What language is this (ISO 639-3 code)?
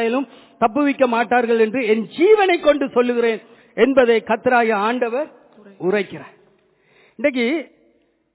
tam